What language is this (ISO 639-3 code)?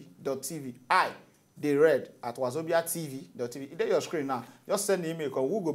pcm